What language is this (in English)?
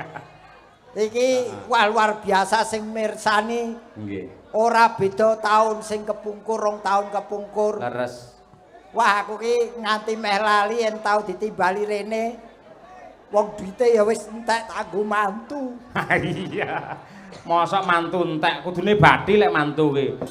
Javanese